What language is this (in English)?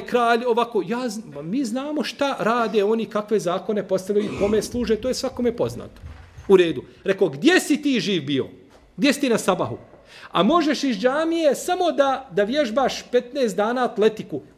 Bosnian